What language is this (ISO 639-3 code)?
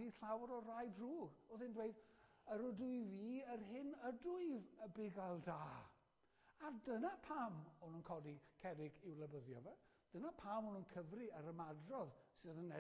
cym